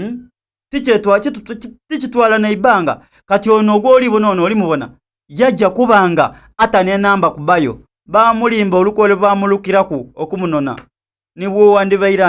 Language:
Soga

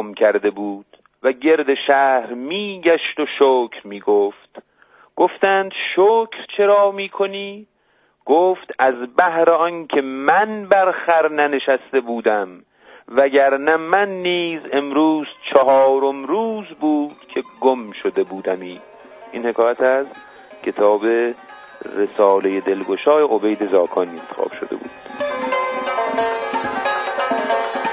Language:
Persian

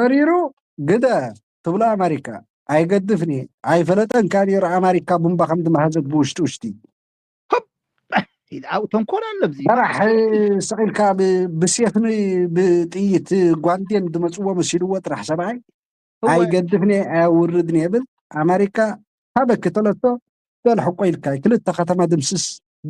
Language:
Tigrinya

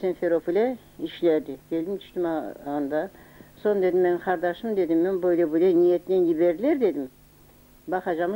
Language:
Crimean Tatar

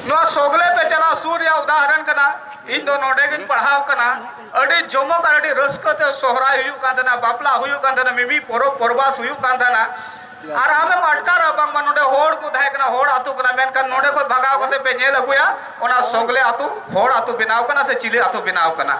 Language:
Santali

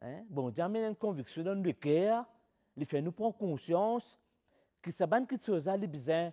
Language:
Morisyen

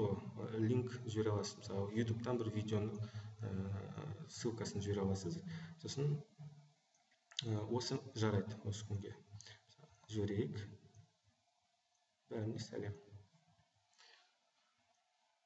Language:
Kazakh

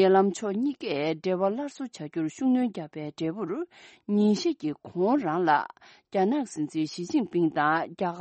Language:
Tibetan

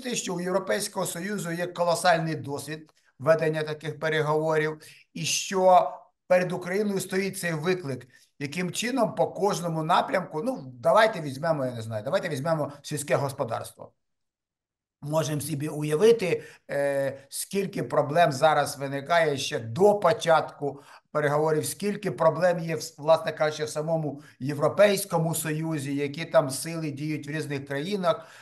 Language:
Ukrainian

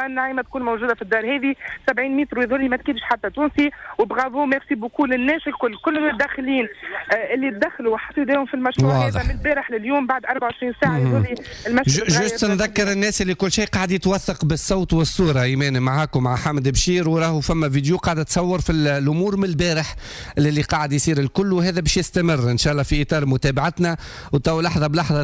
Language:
Tunisian Arabic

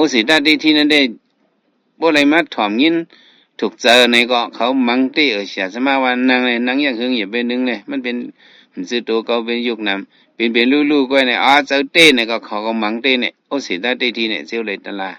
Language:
Shan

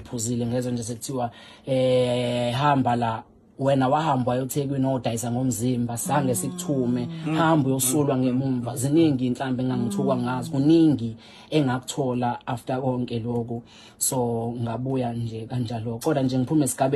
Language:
Zulu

